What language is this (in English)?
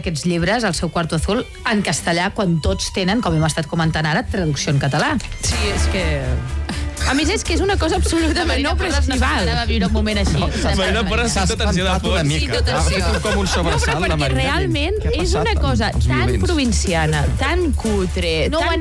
Catalan